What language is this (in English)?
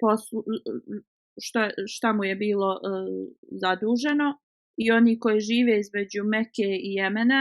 Bosnian